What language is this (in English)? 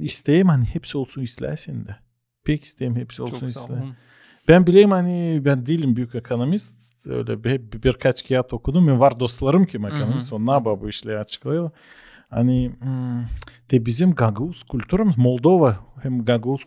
Gagauz